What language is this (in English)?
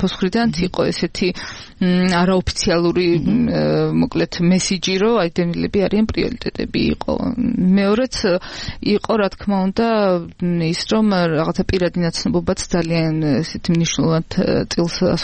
Georgian